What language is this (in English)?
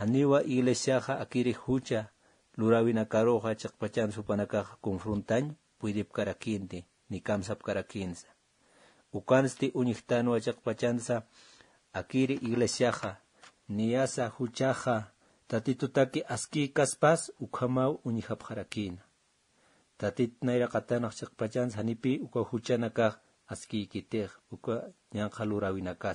Aymara